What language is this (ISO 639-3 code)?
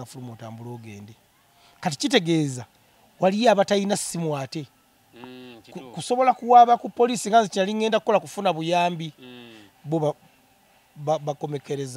lug